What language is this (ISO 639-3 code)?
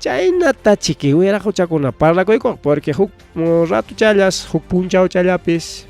quy